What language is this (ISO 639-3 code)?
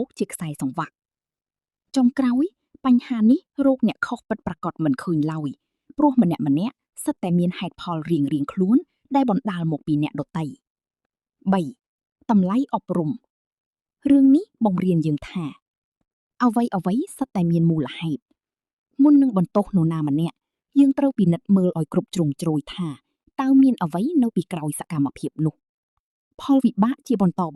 khm